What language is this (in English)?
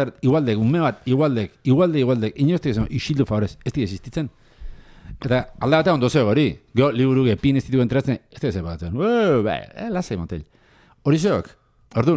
Basque